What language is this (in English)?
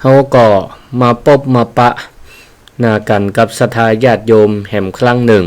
Northern Thai